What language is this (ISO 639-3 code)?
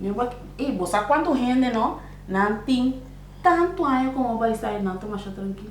pap